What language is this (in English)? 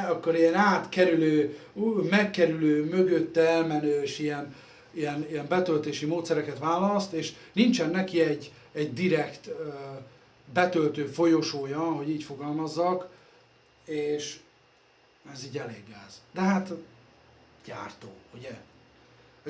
Hungarian